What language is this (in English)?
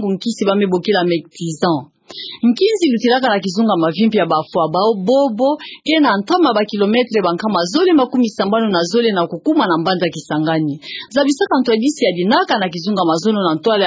Kituba (Democratic Republic of Congo)